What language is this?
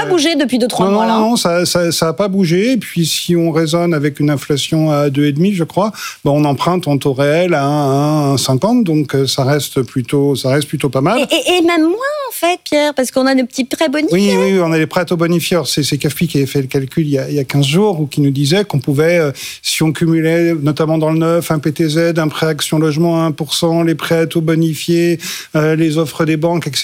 French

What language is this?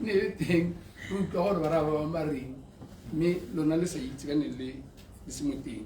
Tswana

